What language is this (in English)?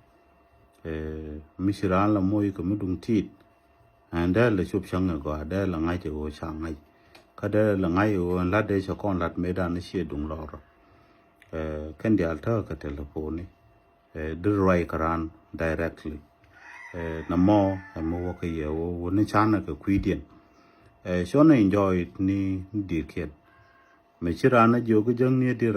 Nuer